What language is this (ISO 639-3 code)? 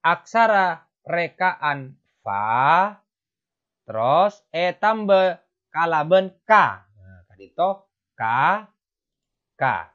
mad